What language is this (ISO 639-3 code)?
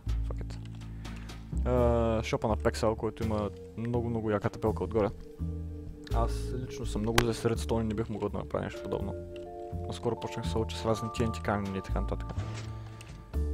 bul